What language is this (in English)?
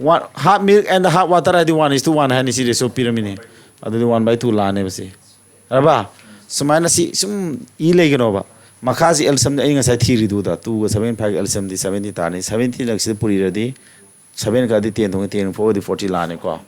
Manipuri